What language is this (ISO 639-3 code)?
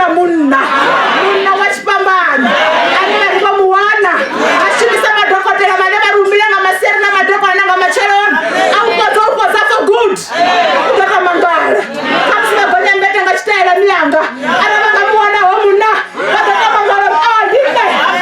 ven